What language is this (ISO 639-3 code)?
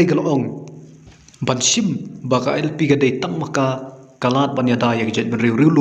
kha